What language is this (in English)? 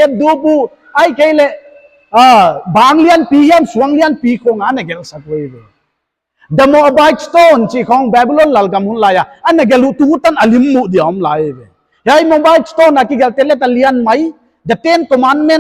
Paite Chin